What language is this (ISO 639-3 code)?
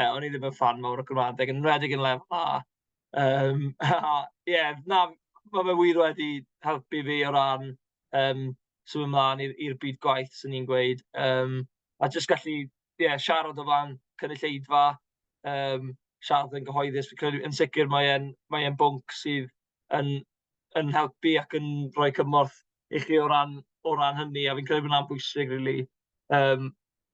cym